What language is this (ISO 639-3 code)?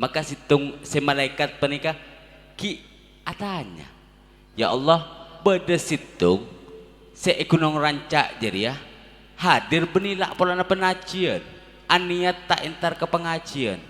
mad